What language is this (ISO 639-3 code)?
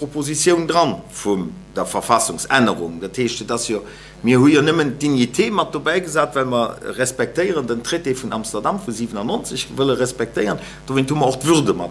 ltz